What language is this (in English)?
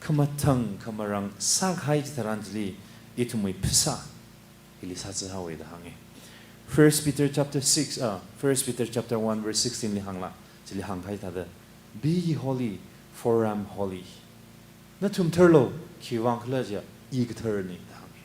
Tangkhul Naga (India)